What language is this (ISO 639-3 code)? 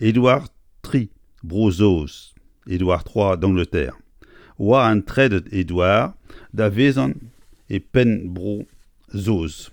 bre